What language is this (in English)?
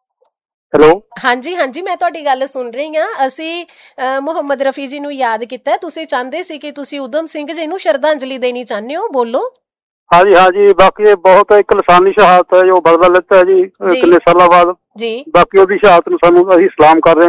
Punjabi